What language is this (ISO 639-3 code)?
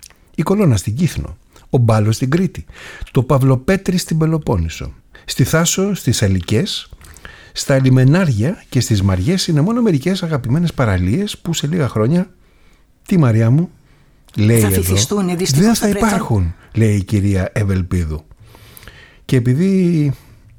ell